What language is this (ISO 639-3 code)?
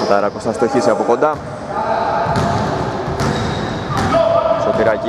ell